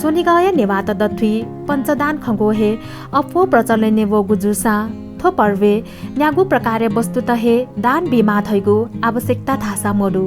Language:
Newari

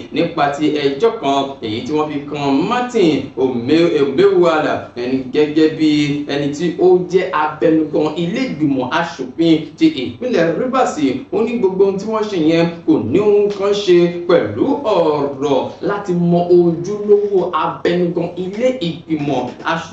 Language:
Yoruba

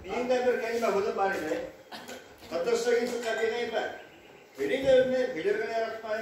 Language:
Bashkir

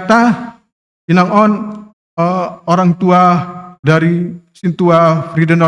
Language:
Batak Simalungun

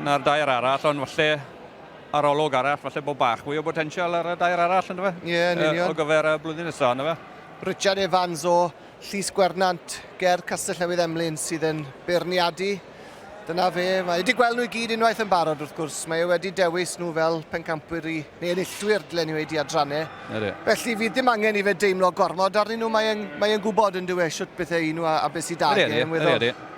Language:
Welsh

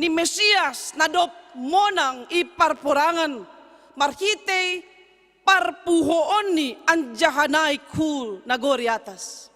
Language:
Batak Simalungun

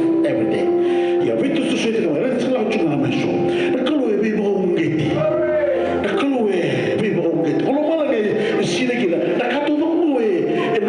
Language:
Fijian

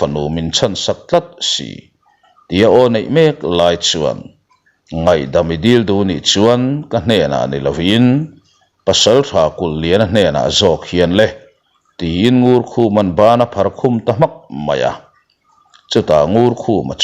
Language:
Mizo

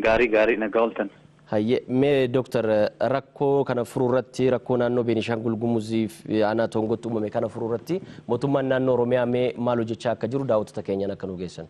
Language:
Oromo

